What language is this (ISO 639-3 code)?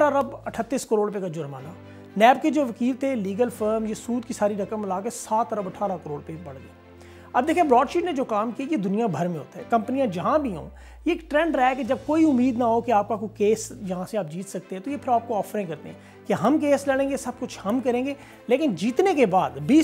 urd